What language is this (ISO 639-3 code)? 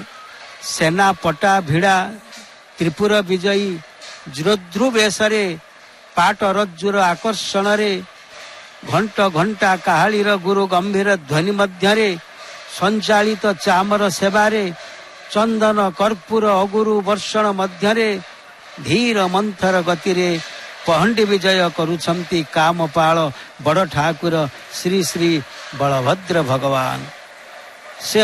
ori